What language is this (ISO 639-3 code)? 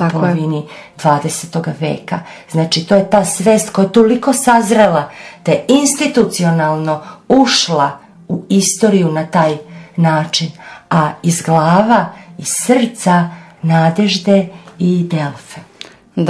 srp